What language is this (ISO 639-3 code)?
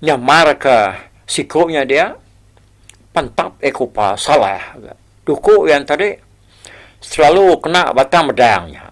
iba